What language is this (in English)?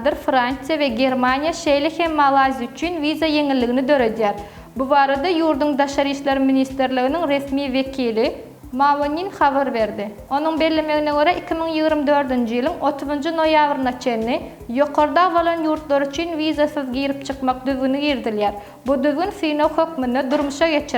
Turkmen